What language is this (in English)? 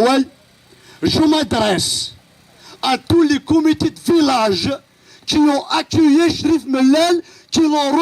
Kabyle